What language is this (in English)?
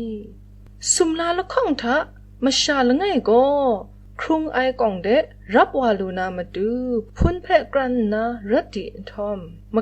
Kachin